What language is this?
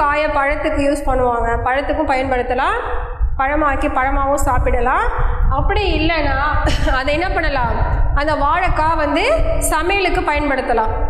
Tamil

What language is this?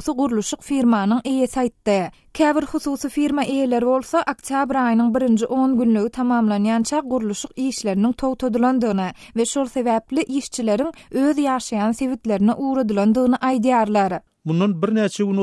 Turkmen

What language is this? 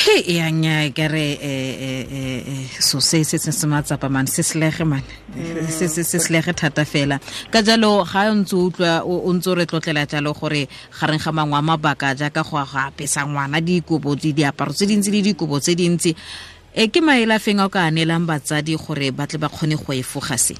Tswana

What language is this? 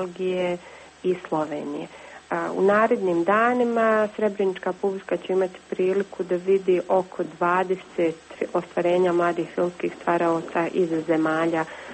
Bosnian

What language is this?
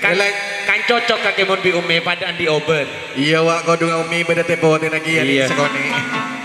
Madurese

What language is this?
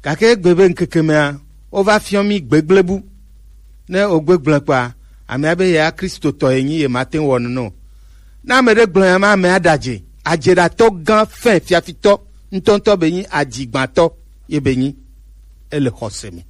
Gen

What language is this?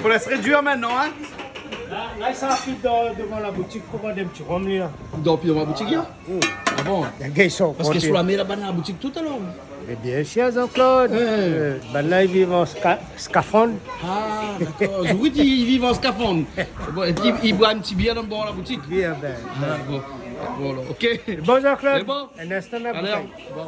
Réunion Creole French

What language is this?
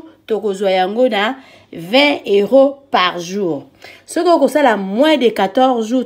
Lingala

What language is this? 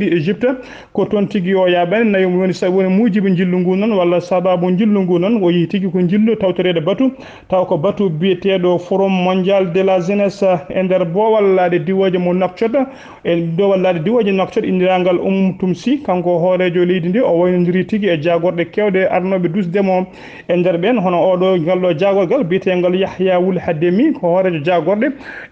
Fula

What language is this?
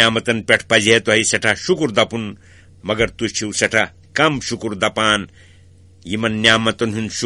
Kashmiri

